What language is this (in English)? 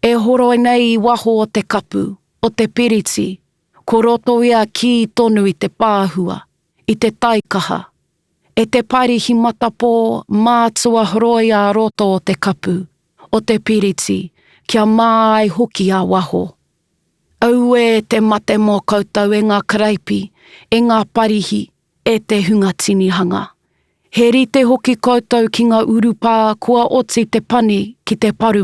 Māori